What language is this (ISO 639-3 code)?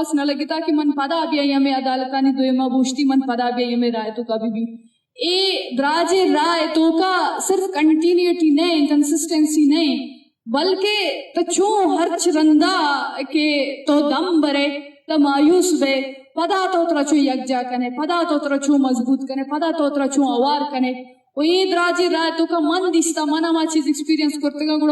bgp